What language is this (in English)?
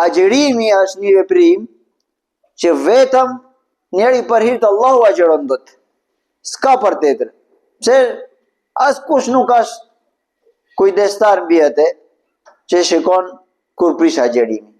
Albanian